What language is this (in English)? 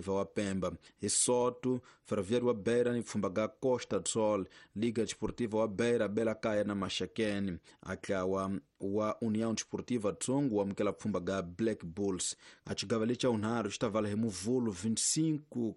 Tsonga